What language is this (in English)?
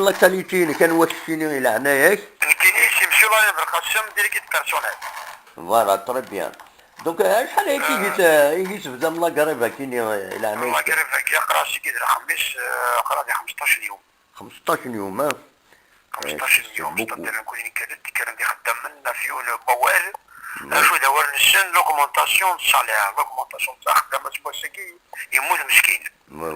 Kabyle